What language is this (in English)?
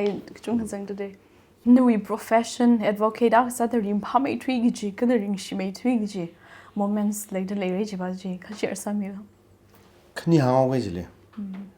Tangkhul Naga (India)